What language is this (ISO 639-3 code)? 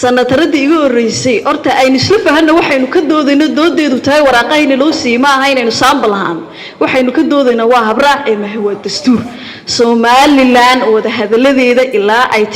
som